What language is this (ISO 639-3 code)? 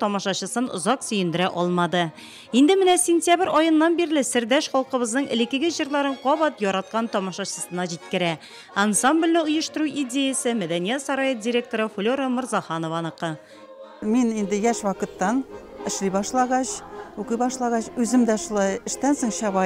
tat